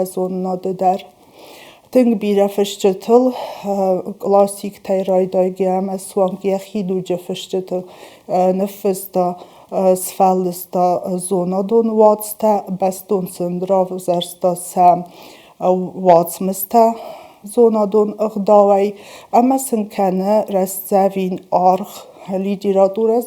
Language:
Ossetic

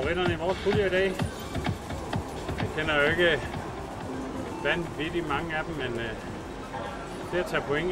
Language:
Danish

